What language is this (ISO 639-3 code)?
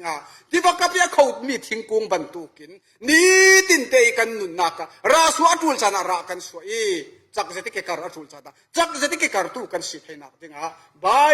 cfm